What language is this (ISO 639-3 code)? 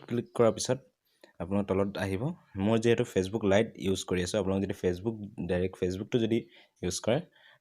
asm